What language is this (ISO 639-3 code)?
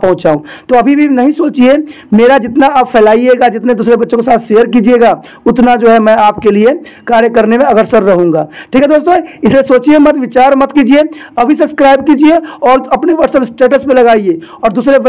hin